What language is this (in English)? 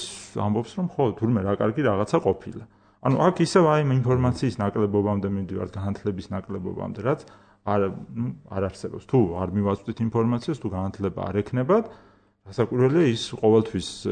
Georgian